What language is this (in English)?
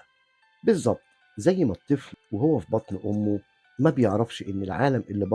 Egyptian Arabic